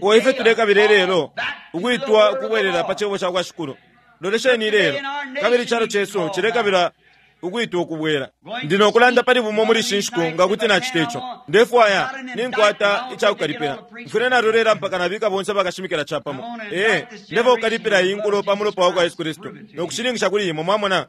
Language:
Bemba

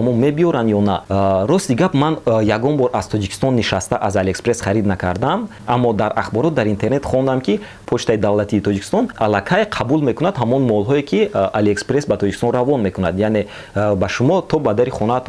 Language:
Tajik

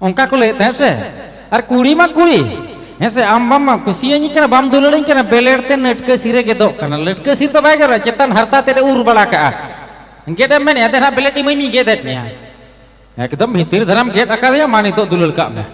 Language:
Santali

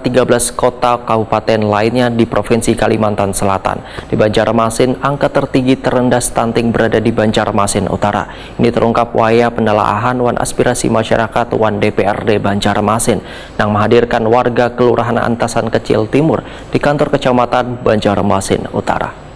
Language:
Banjar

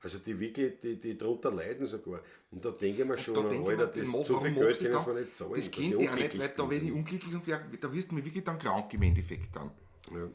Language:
Bavarian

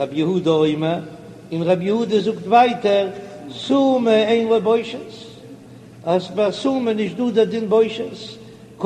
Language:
Yiddish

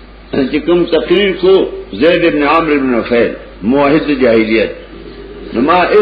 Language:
Pashto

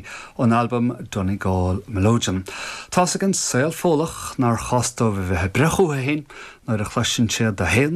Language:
Irish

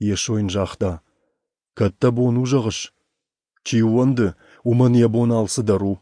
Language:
Ossetic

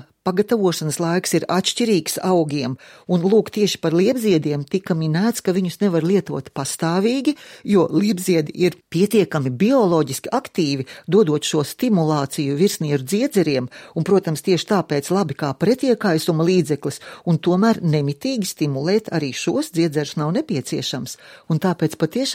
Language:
Latvian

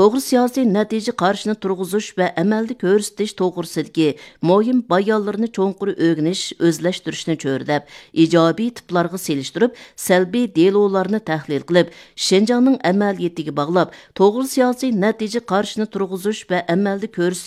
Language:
Uyghur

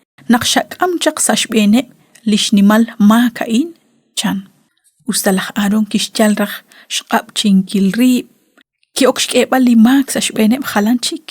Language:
Kekchí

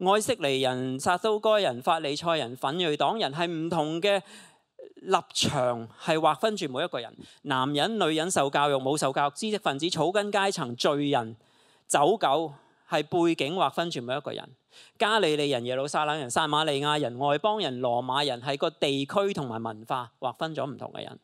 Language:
Cantonese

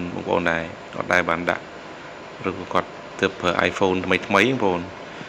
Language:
Khmer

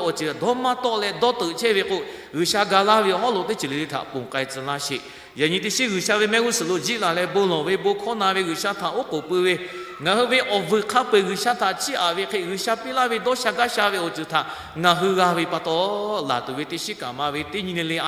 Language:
Lahu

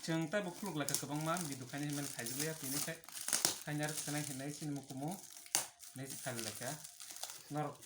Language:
Kok Borok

